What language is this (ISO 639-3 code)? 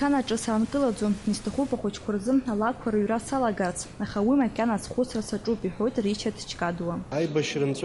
abk